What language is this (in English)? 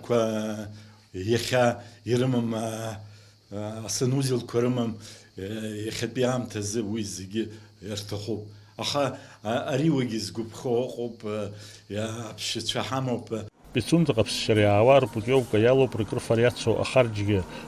Abkhazian